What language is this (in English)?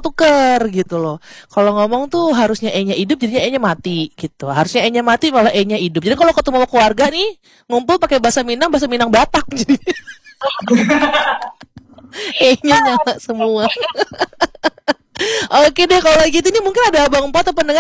Indonesian